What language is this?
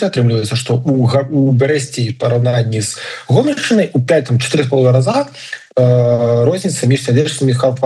Belarusian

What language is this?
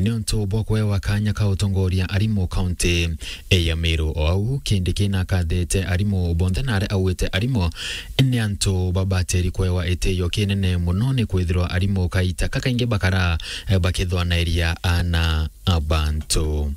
Meru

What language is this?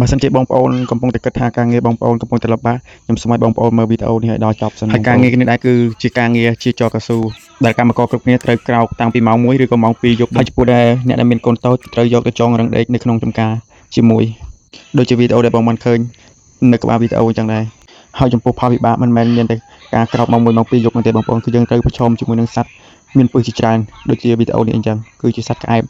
Khmer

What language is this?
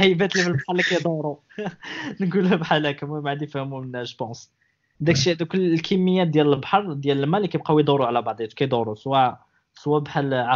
Moroccan Arabic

